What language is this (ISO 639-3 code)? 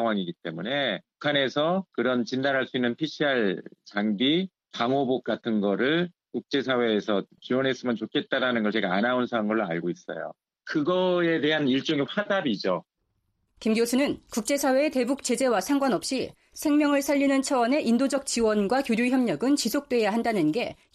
kor